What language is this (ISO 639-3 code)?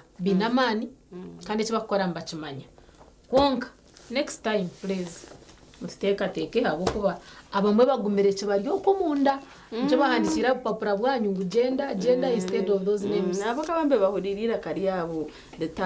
nyn